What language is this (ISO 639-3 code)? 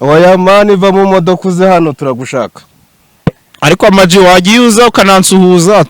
kin